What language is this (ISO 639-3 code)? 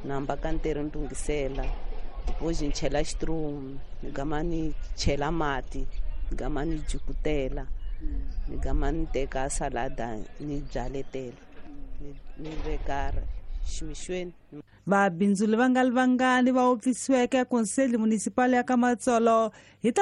tso